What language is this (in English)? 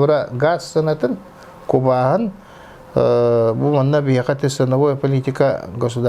Yakut